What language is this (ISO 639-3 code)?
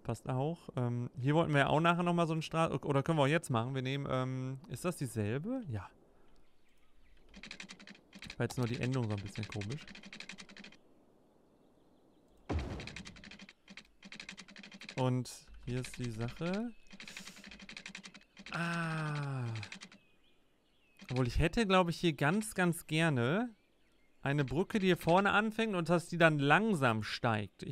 deu